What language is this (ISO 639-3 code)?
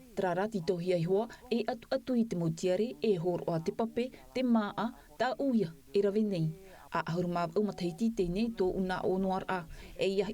tah